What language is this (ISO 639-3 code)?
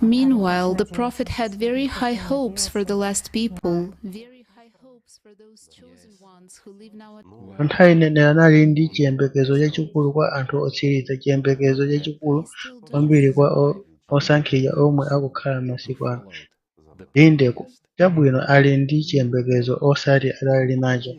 nya